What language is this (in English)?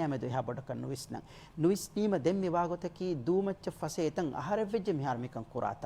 Divehi